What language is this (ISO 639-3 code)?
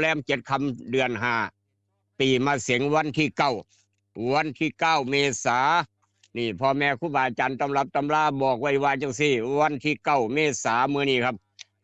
tts